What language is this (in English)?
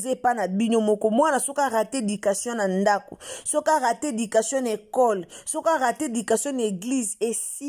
Lingala